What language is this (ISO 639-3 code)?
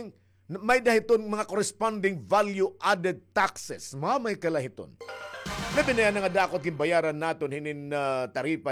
war